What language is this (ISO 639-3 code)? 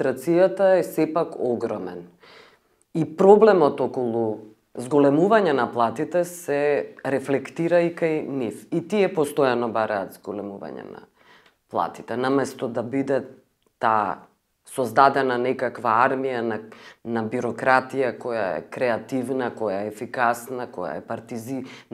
mkd